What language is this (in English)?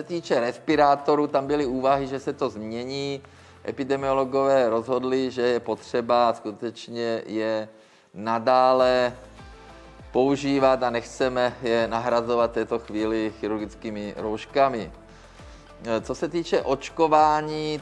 Czech